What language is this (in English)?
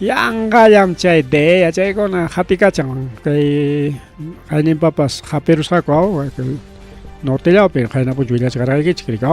Ayacucho Quechua